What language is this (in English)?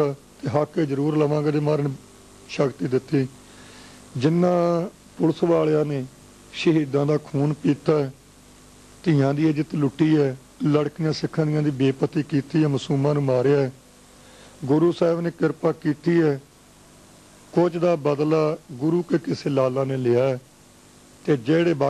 Punjabi